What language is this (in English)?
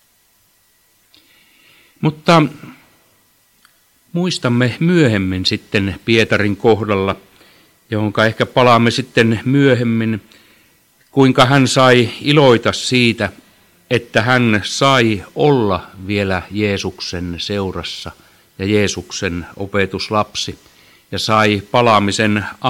Finnish